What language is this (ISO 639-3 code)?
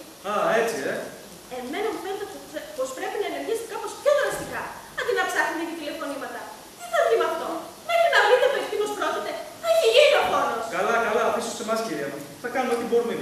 ell